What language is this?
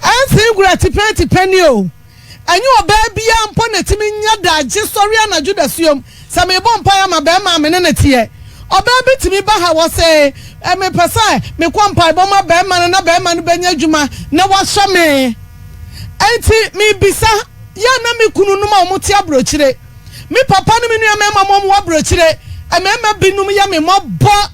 Akan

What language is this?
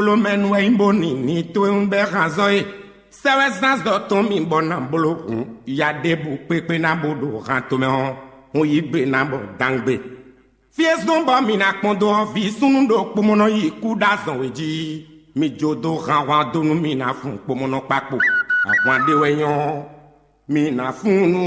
Fon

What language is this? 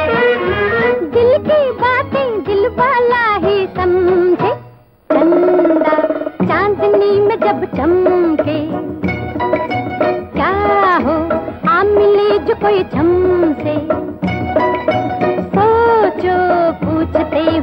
Hindi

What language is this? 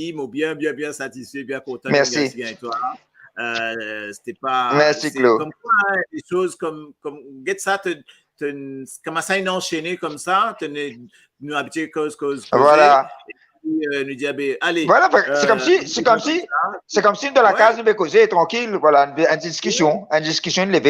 Morisyen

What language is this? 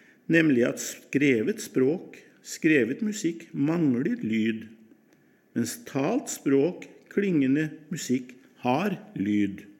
Norwegian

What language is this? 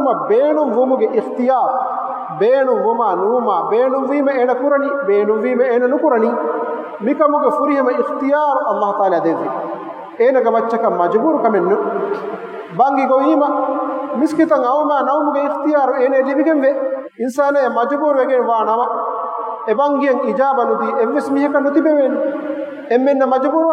Divehi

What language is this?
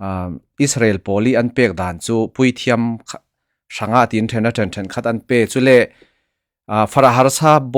Falam Chin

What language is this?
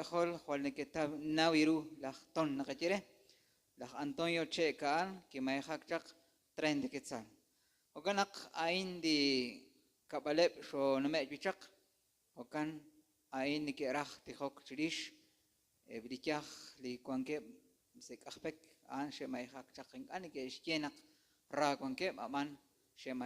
Kekchí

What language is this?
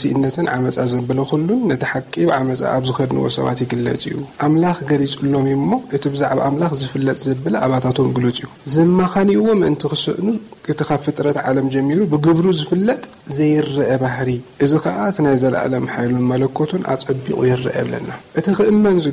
Tigrinya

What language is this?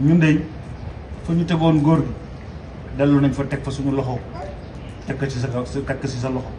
Wolof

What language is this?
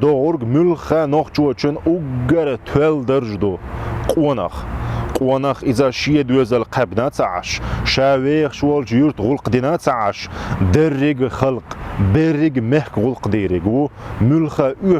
Chechen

